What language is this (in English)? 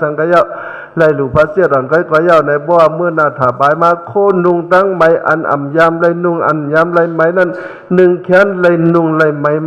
Shan